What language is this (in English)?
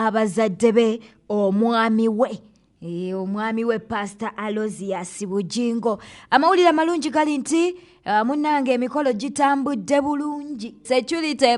Ganda